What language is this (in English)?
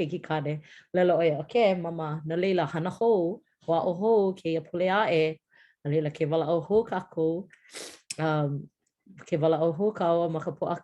Hawaiian